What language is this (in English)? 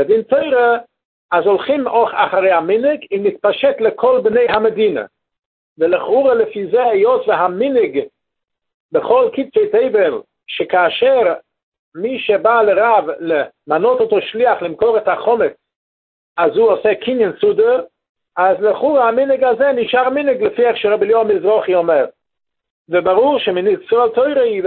Hebrew